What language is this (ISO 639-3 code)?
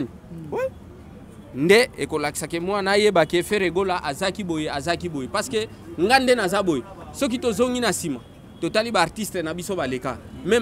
lin